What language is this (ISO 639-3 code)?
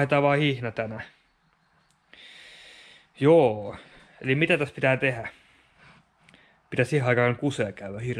fin